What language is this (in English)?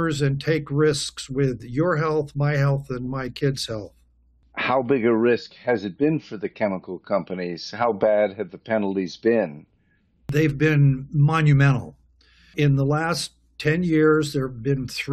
English